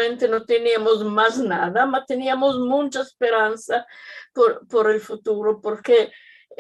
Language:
Ladino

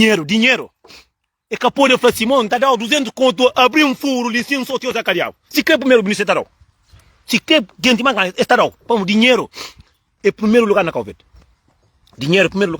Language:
Kabuverdianu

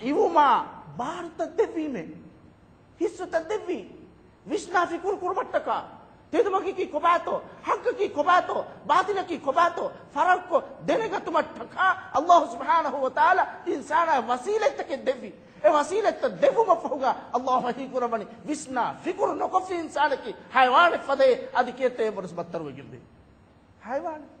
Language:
Divehi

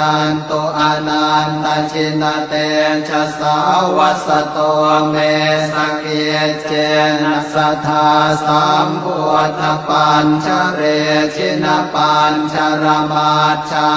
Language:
Pali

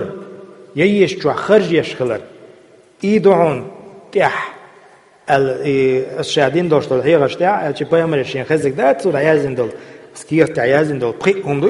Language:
Chechen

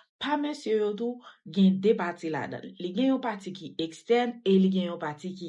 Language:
Haitian Creole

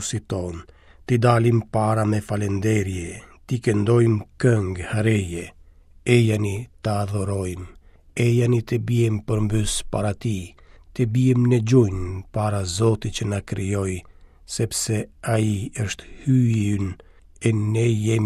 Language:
Albanian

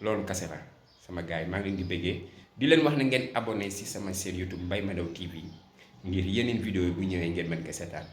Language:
Wolof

